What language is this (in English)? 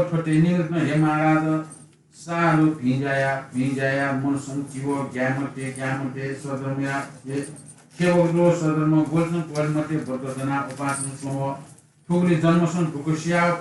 Newari